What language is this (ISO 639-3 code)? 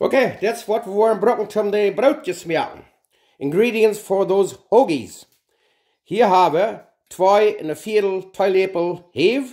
pdt